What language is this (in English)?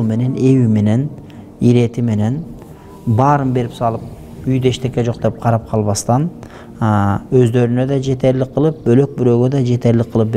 Kyrgyz